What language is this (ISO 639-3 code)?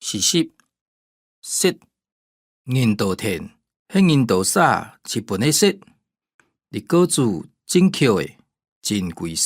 hak